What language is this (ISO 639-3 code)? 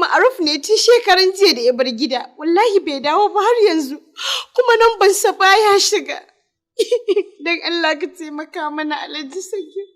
hau